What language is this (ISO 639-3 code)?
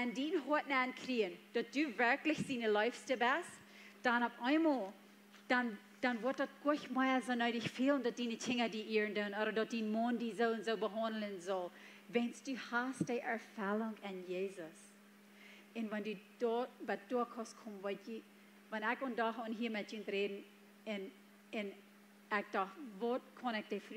pdt